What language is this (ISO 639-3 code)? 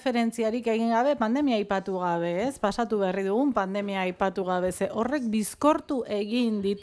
eus